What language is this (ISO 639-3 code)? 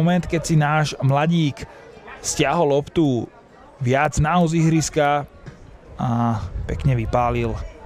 slk